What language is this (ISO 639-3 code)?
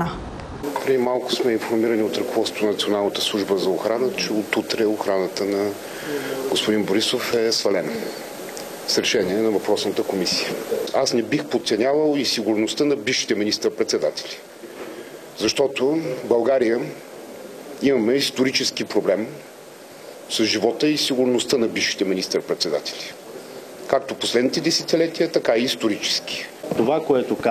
bul